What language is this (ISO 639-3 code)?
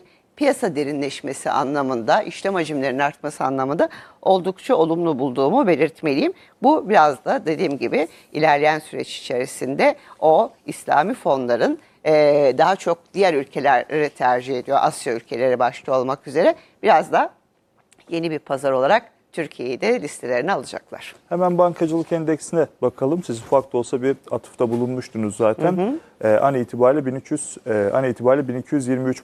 tur